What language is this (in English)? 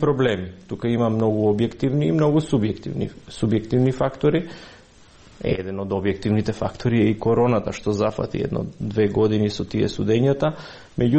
Macedonian